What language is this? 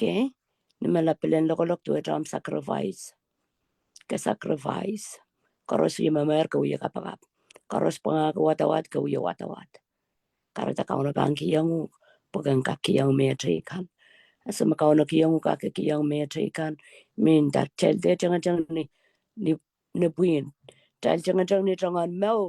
Pohnpeian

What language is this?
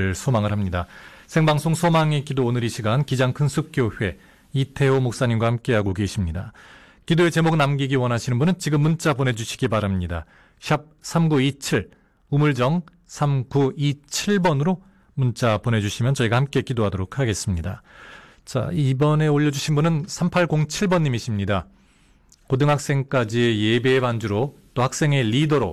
Korean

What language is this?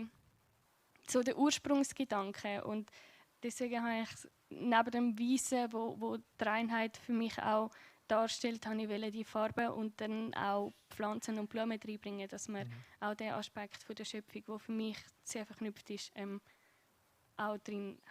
Swiss German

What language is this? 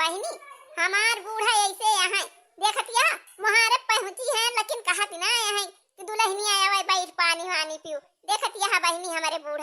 Awadhi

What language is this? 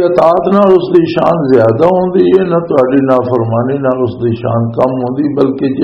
Western Panjabi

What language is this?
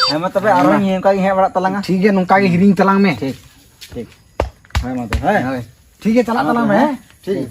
Santali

